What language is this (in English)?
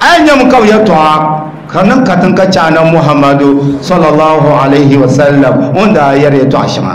Dagbani